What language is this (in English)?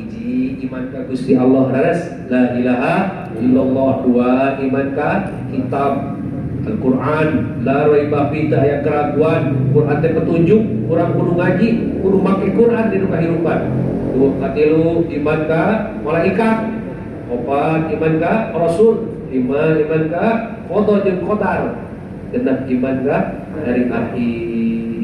Sundanese